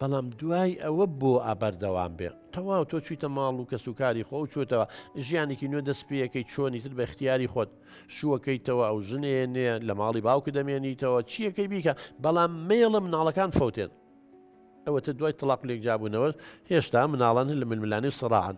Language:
Central Kurdish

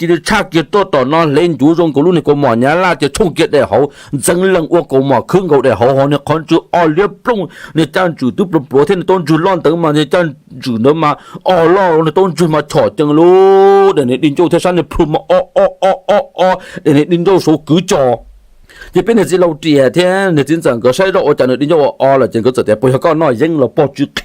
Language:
Hmong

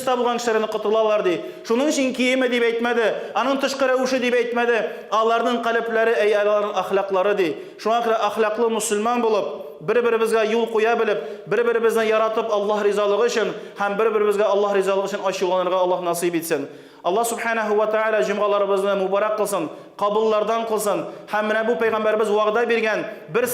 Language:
Tatar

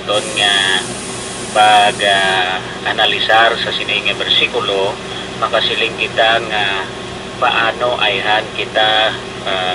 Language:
Hiligaynon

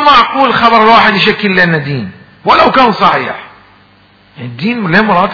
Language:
Mesopotamian Arabic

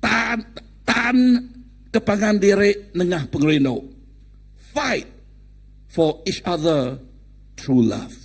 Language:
Iban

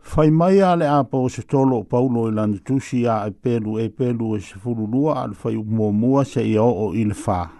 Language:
Samoan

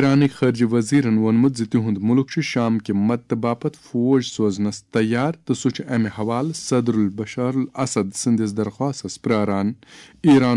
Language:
Kashmiri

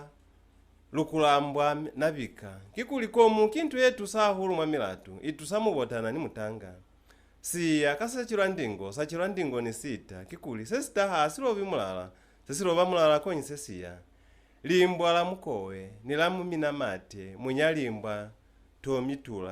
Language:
Lozi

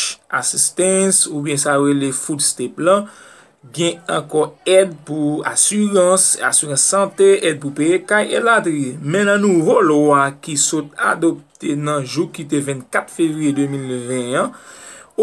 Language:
Haitian Creole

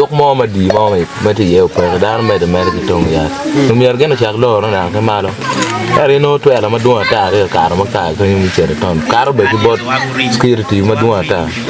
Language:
Acoli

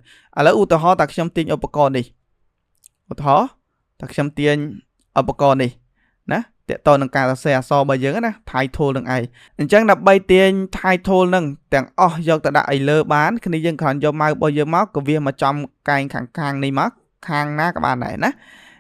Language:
Khmer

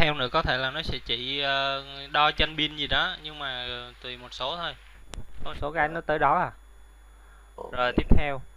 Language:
Vietnamese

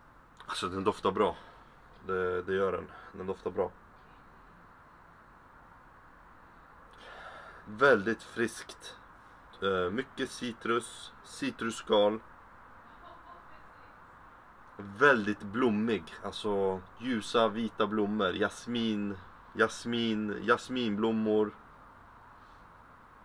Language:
Swedish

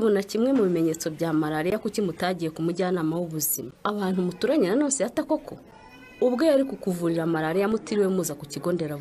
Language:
Kinyarwanda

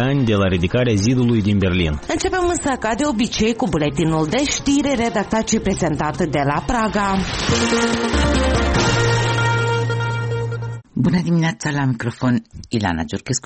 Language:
Romanian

